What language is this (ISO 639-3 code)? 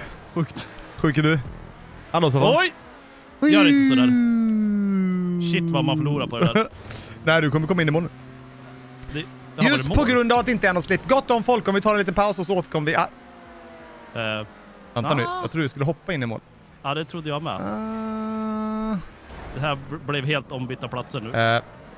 swe